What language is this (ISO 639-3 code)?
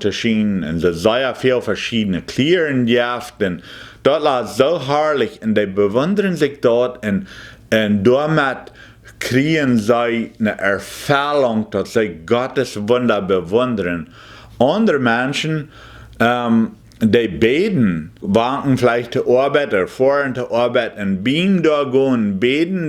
pdt